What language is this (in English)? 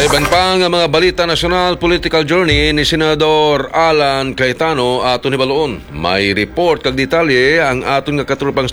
Hiligaynon